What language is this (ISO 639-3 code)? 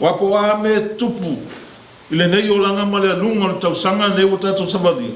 smo